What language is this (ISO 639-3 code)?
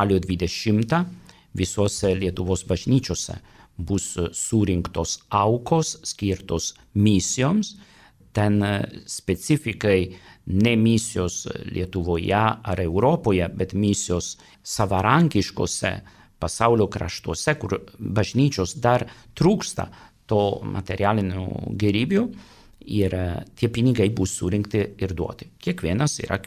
lit